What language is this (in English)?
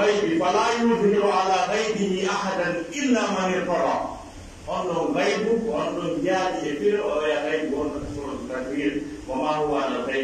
Pular